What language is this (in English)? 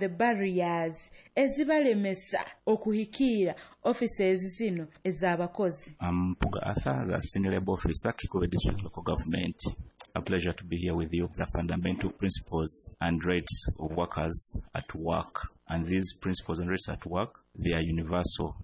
Nyoro